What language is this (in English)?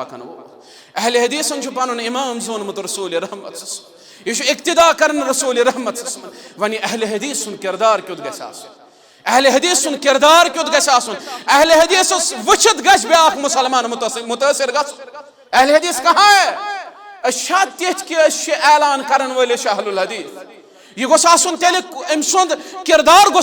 Kashmiri